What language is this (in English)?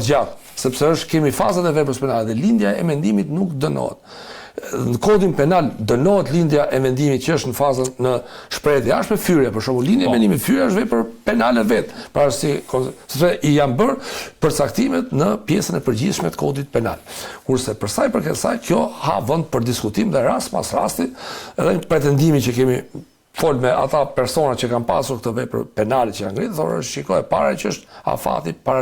Albanian